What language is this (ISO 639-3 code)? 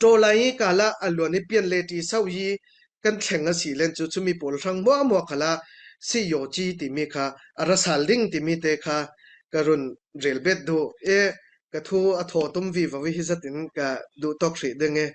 cfm